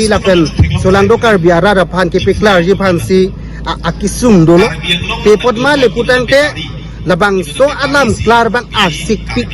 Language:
Karbi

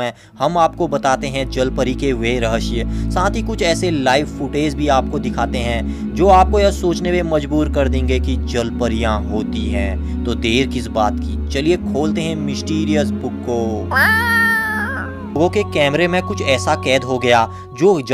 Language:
Hindi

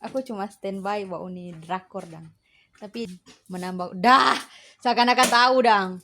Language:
Manado Malay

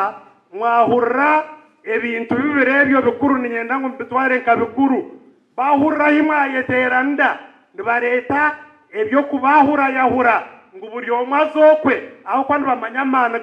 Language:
Nyankole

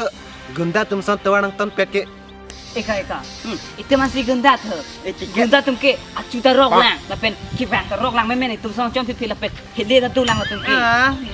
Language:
Karbi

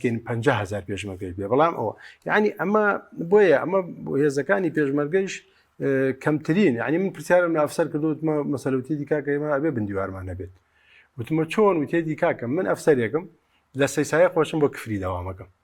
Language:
Central Kurdish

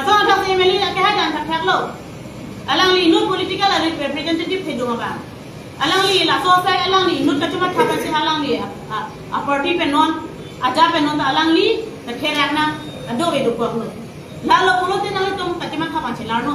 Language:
Karbi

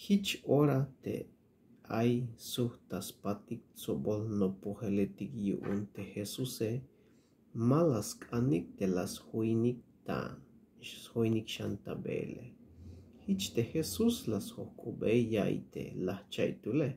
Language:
Tzeltal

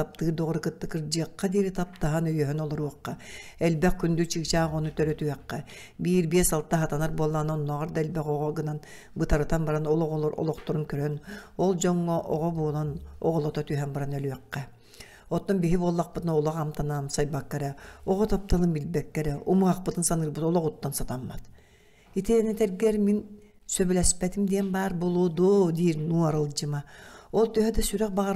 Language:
Yakut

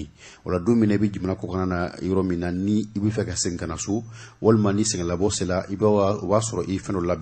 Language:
Bambara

